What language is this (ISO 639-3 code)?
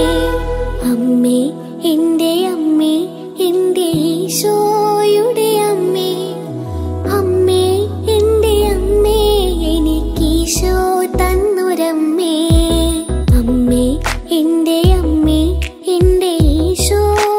mal